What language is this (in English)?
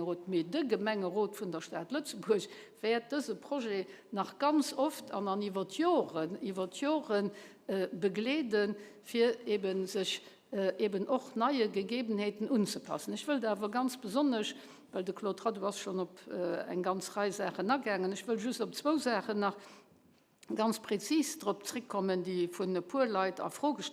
Luxembourgish